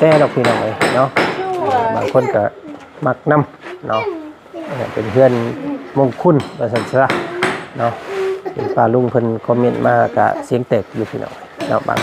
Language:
Lao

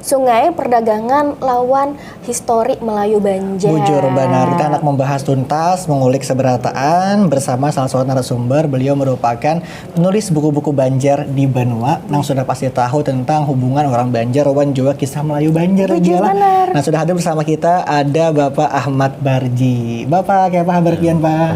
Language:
Banjar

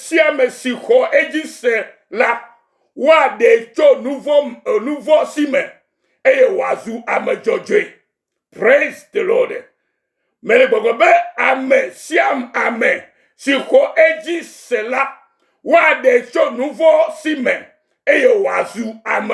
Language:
Ewe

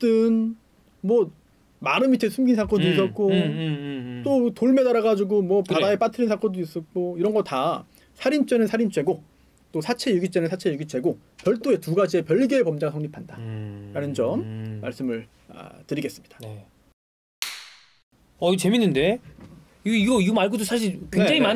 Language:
Korean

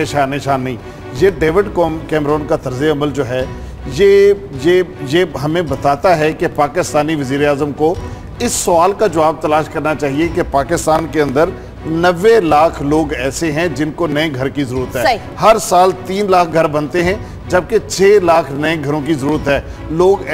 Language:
Urdu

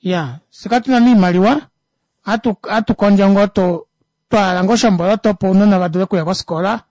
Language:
Kuanyama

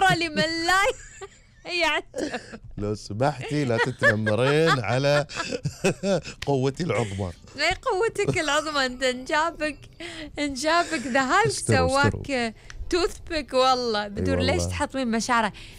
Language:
Gulf Arabic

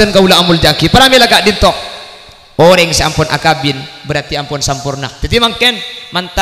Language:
Madurese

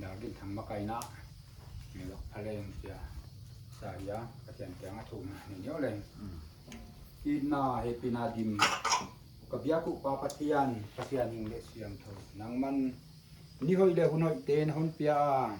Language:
Paite Chin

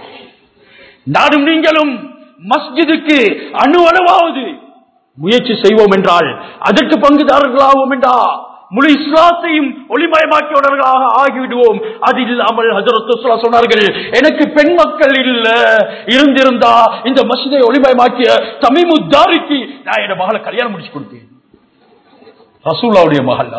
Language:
Tamil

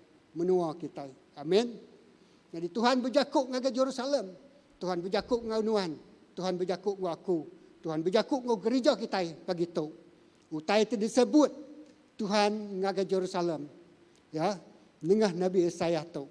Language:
Iban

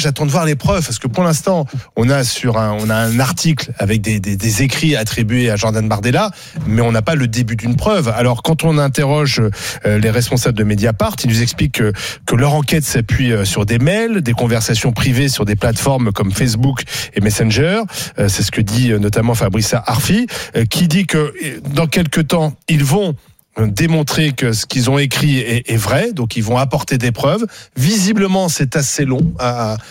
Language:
French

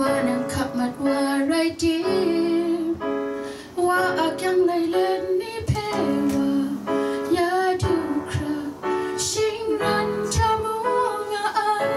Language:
Kachin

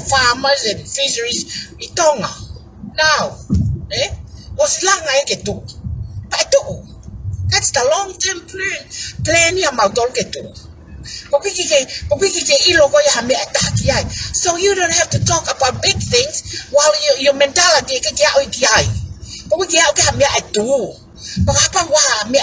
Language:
Tongan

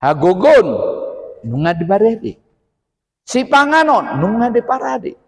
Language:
Batak Toba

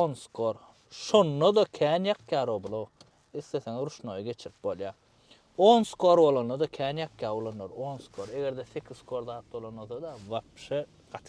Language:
Turkmen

